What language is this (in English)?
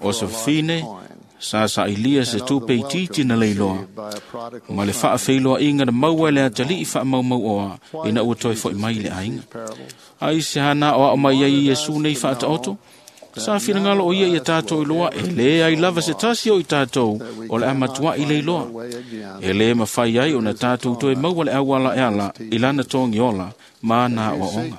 Samoan